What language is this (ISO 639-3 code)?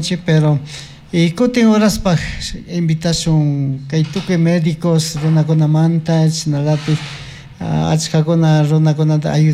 qug